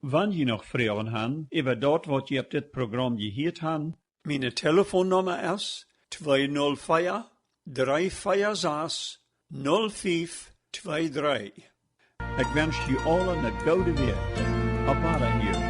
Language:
Plautdietsch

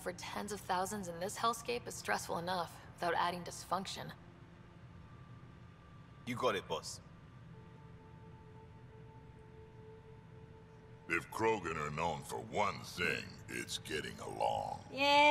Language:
English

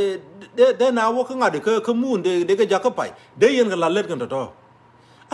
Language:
Nuer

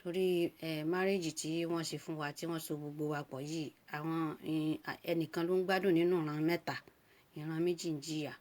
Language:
Yoruba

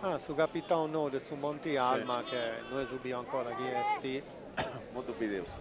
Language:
Sardinian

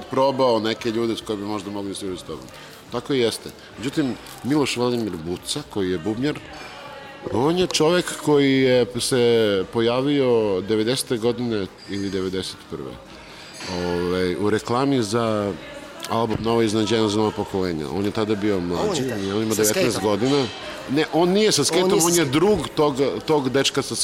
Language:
Serbian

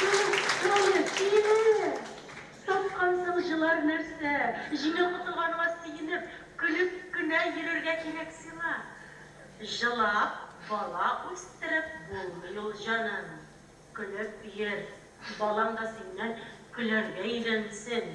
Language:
Tatar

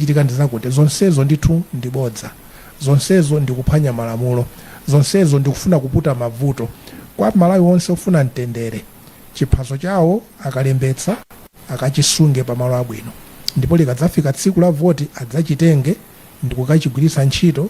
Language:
Nyanja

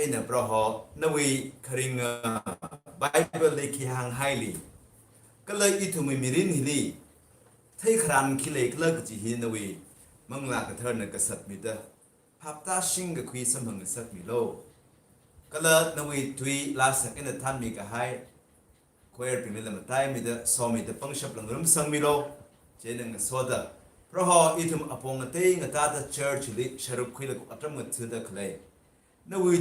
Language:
Tangkhul Naga (India)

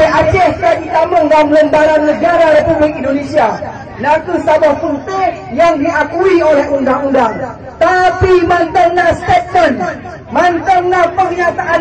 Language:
Achinese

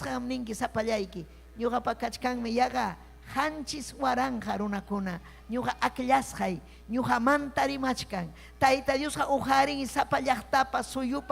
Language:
Ayacucho Quechua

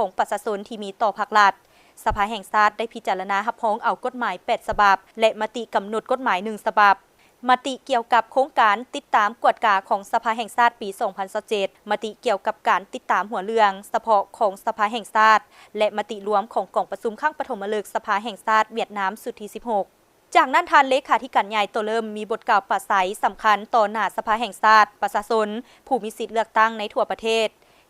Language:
Lao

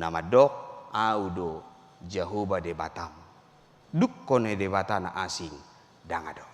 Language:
Batak Toba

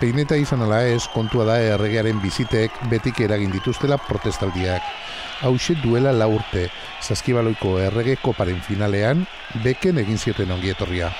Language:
Basque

